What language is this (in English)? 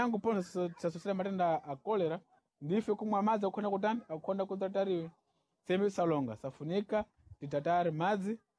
Sena